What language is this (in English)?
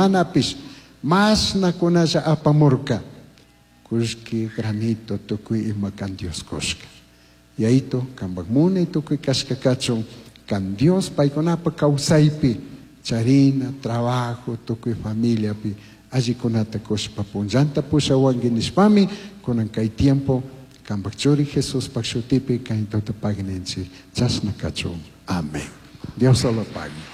Chimborazo Highland Quichua